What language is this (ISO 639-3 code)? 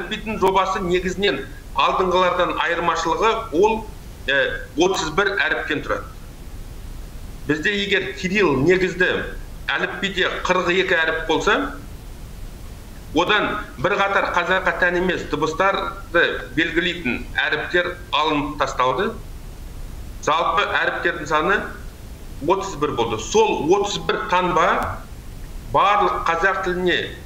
kaz